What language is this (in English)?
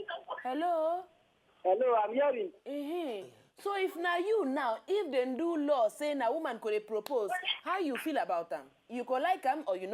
Nigerian Pidgin